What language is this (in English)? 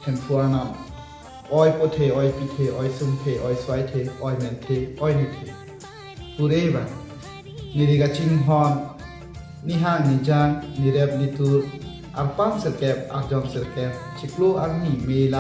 Karbi